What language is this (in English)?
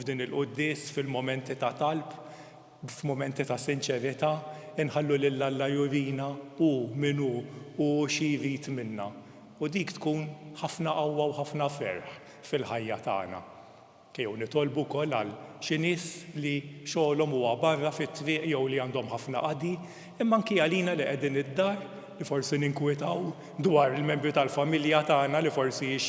Maltese